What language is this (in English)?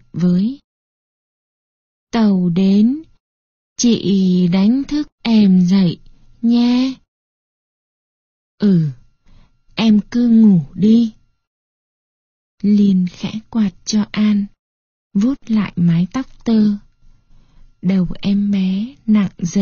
Vietnamese